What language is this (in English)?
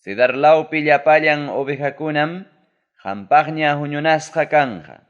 Ayacucho Quechua